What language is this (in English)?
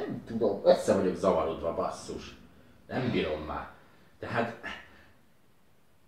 Hungarian